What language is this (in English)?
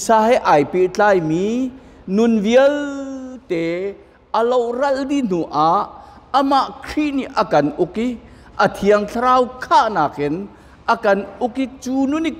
Hakha Chin